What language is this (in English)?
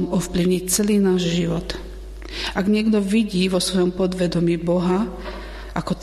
Slovak